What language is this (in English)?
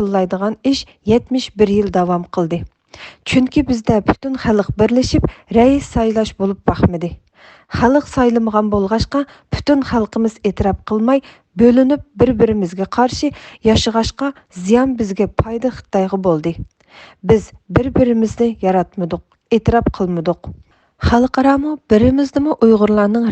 Uyghur